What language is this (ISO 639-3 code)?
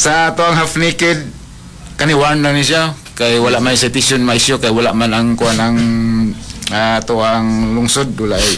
ceb